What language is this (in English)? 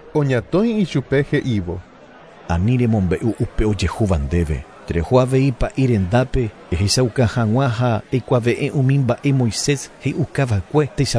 Guarani